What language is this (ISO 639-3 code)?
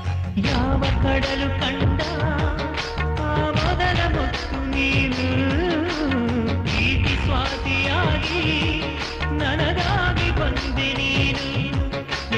kan